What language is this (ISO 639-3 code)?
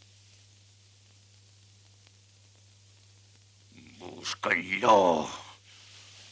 spa